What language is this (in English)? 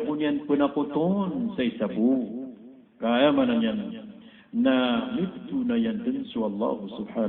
Maranao